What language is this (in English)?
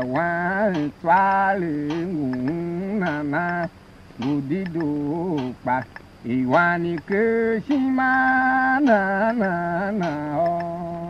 Tiv